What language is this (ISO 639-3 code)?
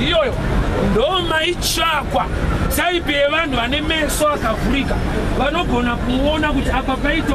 sna